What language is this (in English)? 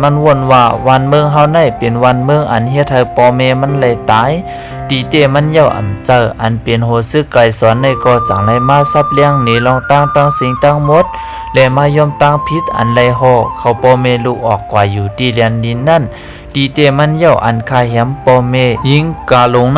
Shan